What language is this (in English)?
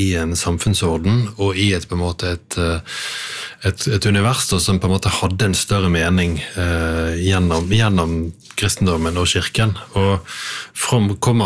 Norwegian